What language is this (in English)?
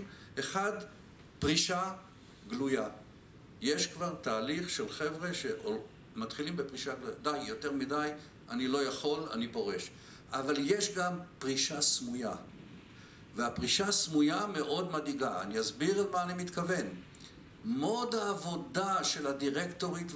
Hebrew